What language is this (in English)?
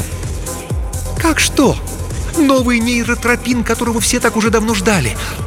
Russian